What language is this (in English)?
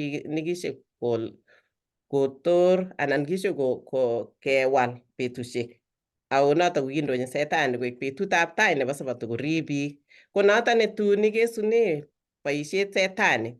Kalenjin